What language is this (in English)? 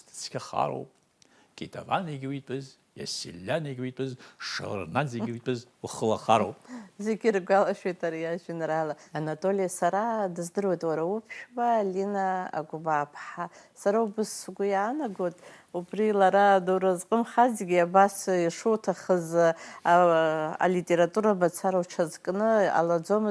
Abkhazian